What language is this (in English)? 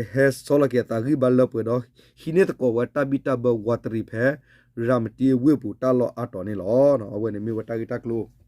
S'gaw Karen